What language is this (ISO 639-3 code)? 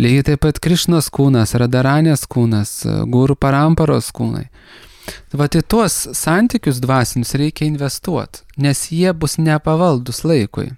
lit